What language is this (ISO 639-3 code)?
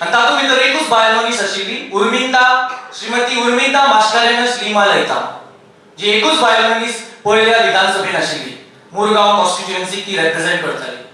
kok